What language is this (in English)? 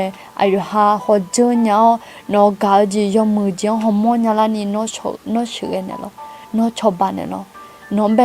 Akha